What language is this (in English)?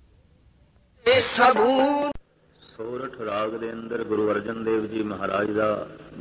Punjabi